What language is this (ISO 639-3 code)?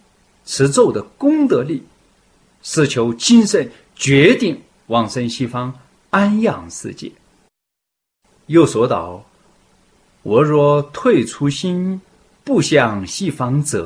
zho